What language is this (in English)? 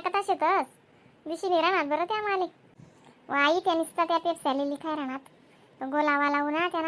Khandesi